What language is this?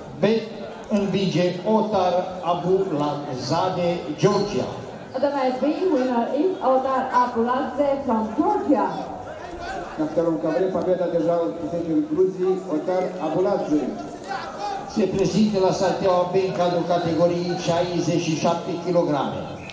Romanian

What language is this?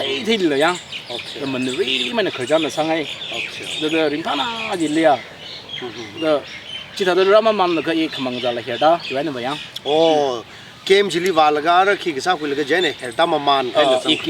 Tangkhul Naga (India)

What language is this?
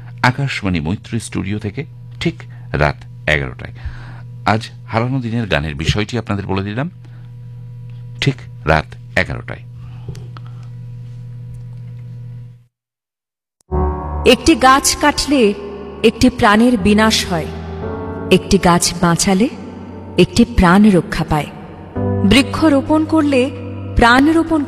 Bangla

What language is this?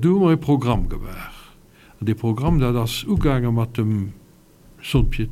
Luxembourgish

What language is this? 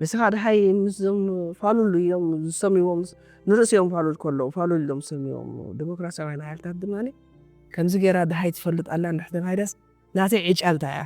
Tigrinya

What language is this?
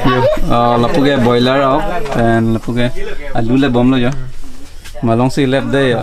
Karbi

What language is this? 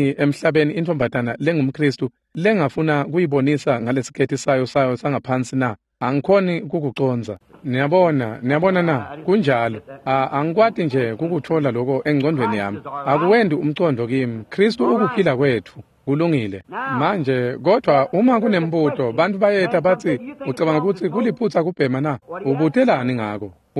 Swati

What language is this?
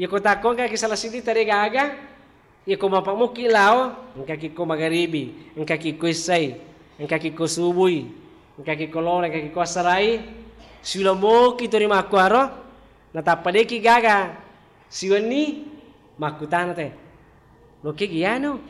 Buginese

